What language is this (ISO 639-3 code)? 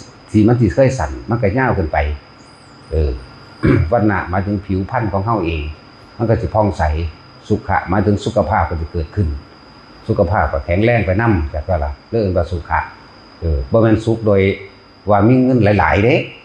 tts